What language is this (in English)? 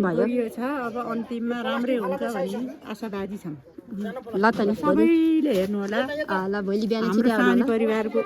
Nepali